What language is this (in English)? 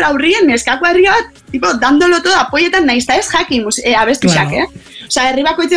Basque